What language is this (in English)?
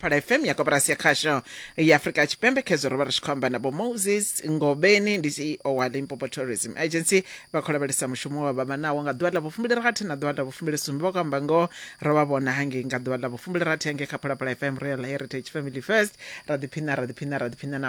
Venda